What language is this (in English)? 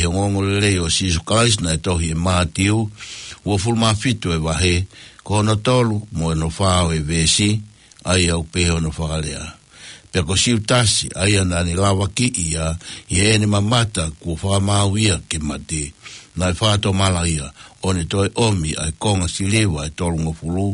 Tongan